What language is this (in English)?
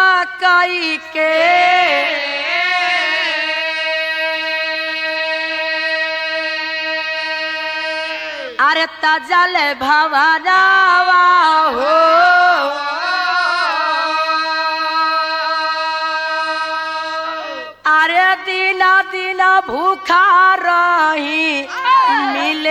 Bhojpuri